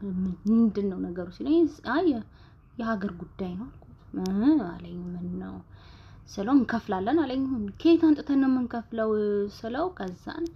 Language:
Amharic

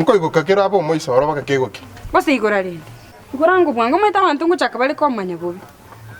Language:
Gusii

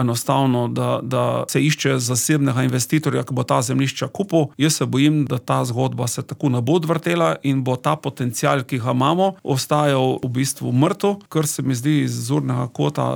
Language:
Slovenian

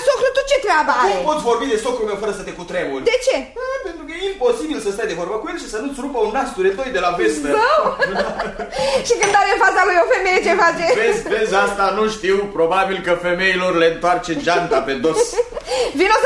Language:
Romanian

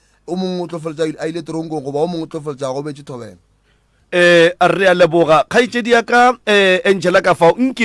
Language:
Northern Sotho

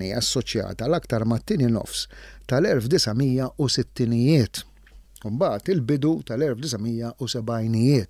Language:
Maltese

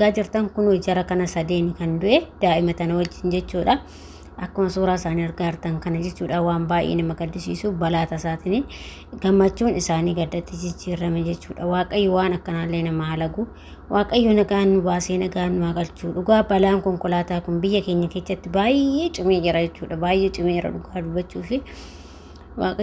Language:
Oromo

